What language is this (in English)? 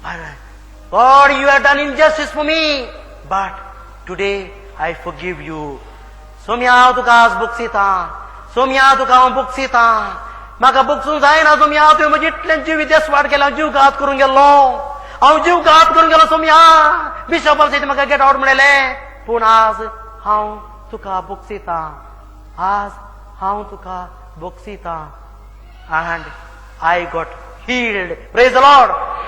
Konkani